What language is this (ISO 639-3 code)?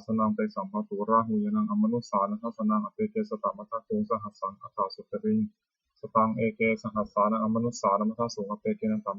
pli